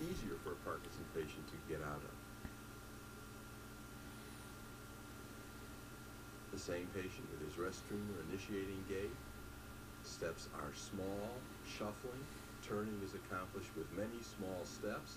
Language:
English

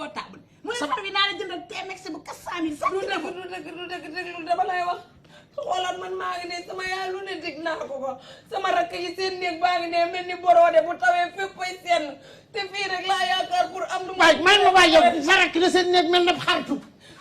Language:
Wolof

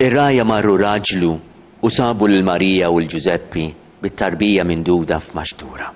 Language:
Maltese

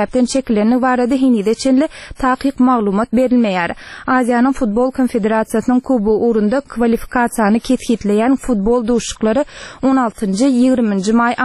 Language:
Turkmen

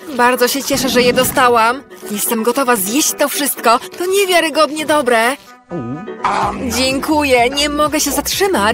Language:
Polish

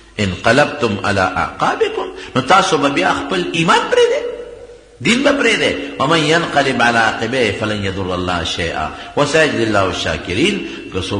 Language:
Pashto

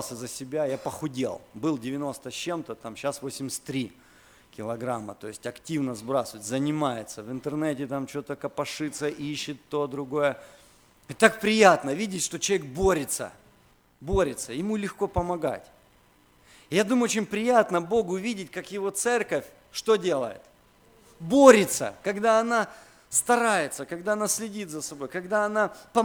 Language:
Russian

